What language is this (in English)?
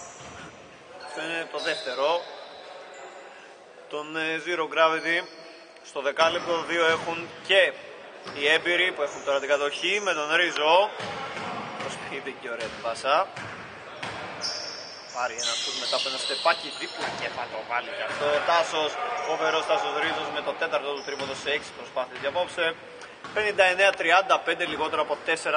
Greek